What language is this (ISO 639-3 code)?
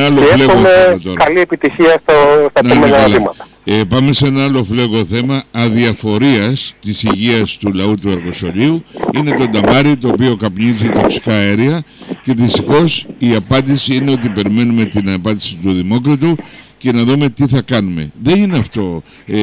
ell